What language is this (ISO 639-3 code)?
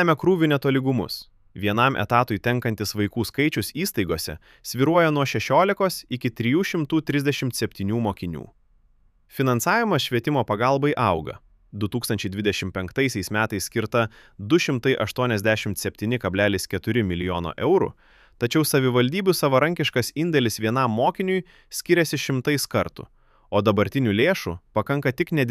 lit